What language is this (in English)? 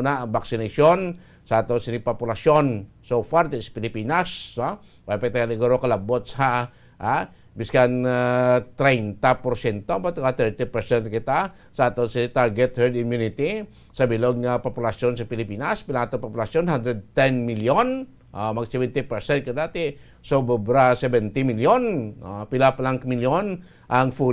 Hiligaynon